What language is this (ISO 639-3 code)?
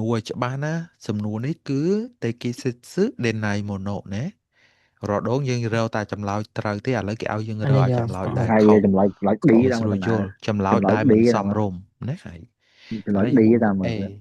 khm